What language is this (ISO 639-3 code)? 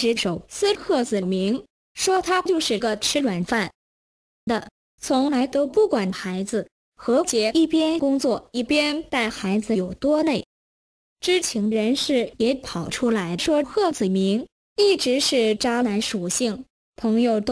zho